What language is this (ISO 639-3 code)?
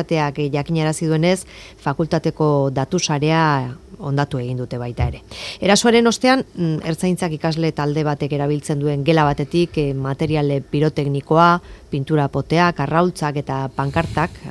eus